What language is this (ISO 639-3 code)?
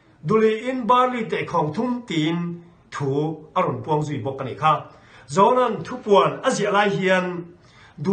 lus